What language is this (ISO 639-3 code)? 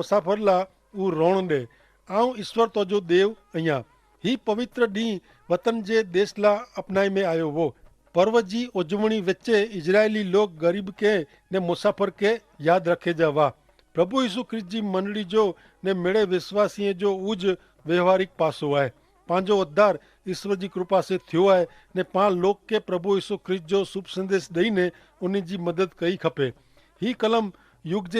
kfr